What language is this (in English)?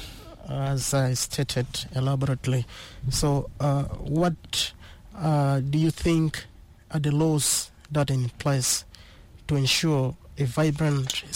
English